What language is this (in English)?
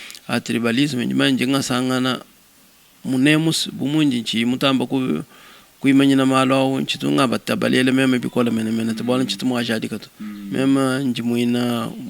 Luba-Lulua